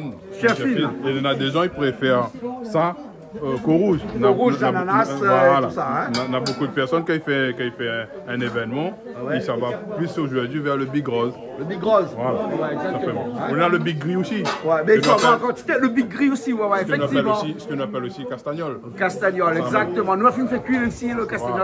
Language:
Réunion Creole French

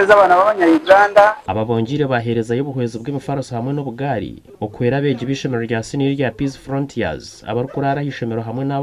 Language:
Nyankole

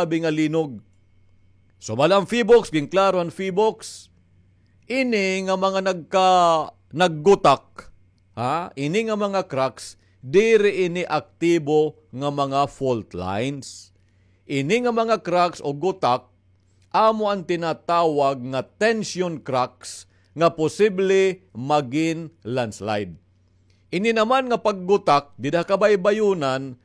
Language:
Waray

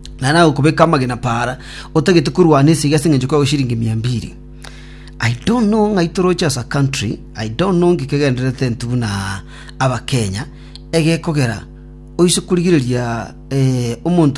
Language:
Gusii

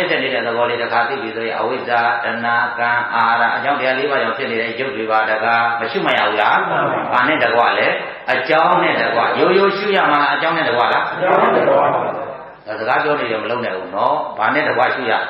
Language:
Burmese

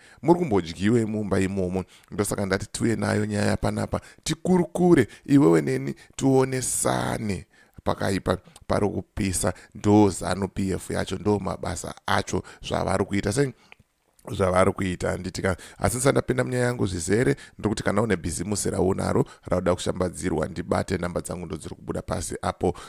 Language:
Shona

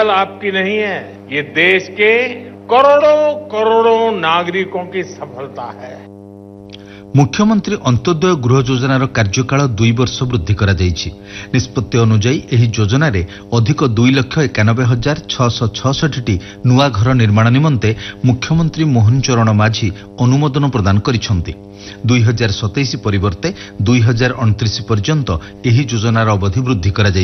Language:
Odia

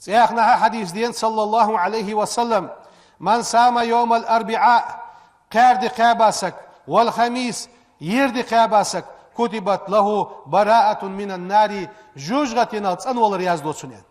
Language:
Ingush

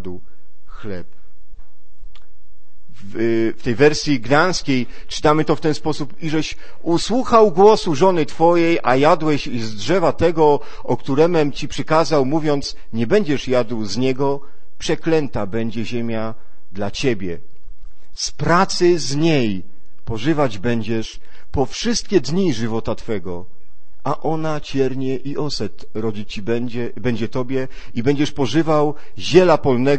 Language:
Polish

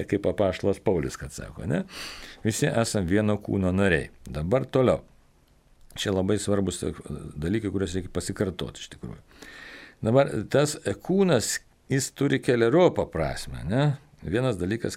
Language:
Lithuanian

